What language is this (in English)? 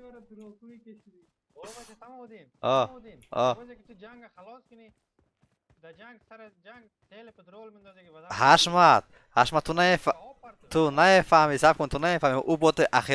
Persian